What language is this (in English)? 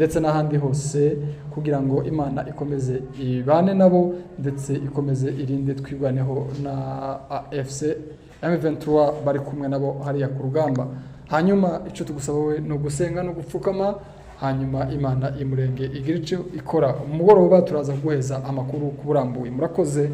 Kinyarwanda